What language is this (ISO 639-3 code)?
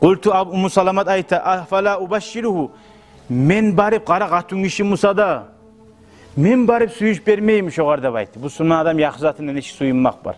kum